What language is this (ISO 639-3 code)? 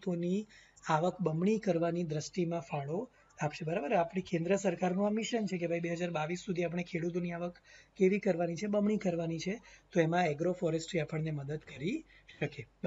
guj